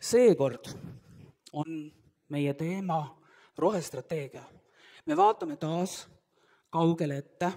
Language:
Estonian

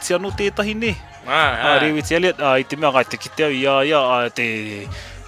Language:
Māori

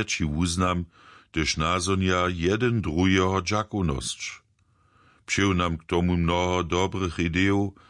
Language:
Upper Sorbian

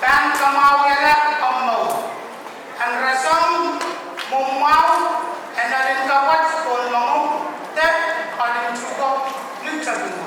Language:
Pohnpeian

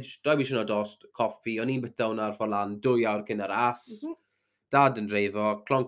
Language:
Welsh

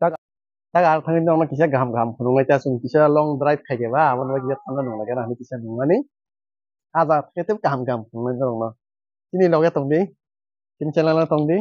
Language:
Kok Borok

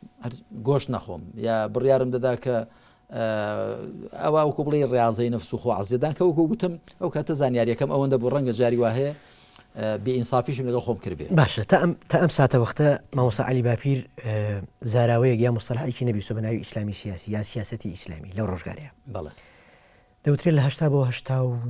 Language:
Central Kurdish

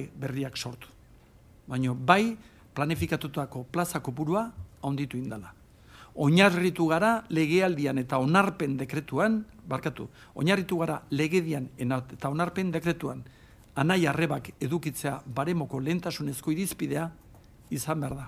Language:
Basque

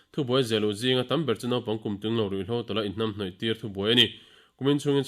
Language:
Mizo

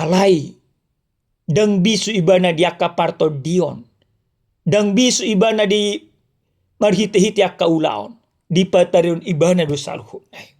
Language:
Batak Toba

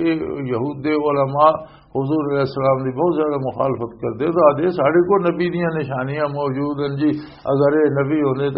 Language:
Western Panjabi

